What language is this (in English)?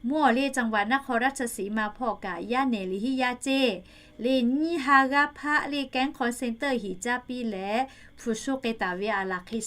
Lahu